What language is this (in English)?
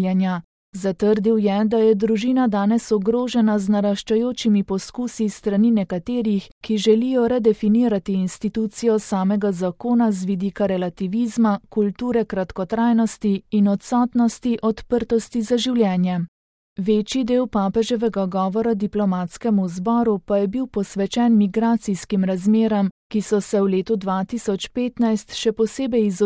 Slovenian